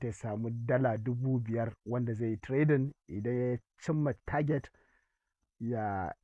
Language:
Hausa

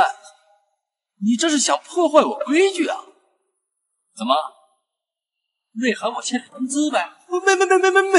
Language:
Chinese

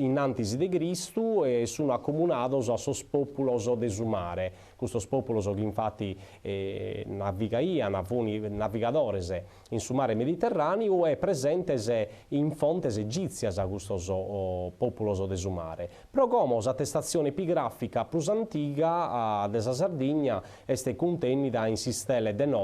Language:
Sardinian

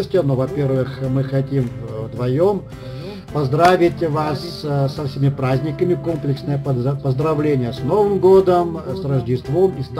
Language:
Russian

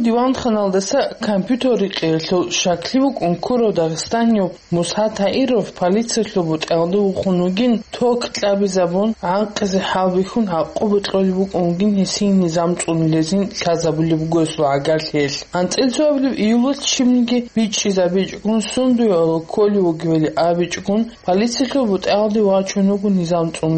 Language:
Avaric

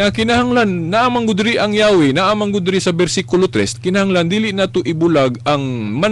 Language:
Cebuano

